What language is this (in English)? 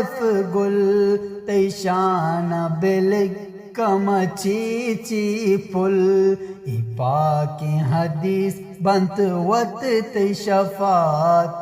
Eastern Balochi